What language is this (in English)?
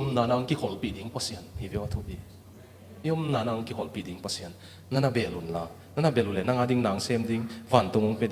Tedim Chin